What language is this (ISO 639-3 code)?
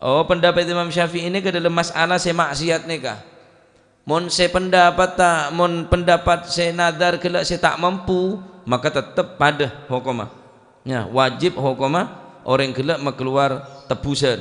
mad